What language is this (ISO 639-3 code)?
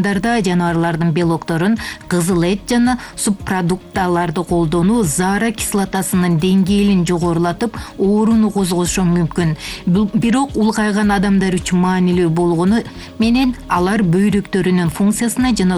kir